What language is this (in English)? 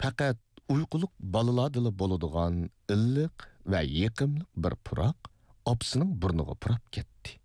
Uyghur